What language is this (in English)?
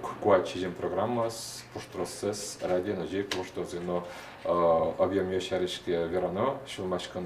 Udmurt